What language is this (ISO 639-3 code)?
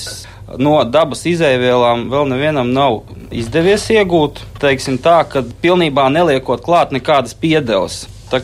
lav